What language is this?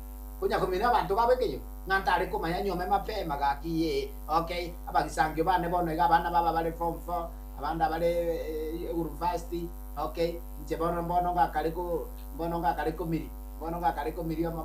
Gusii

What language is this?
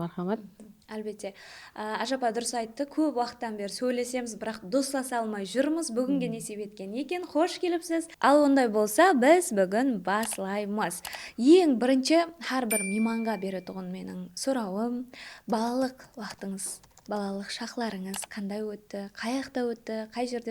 Kara-Kalpak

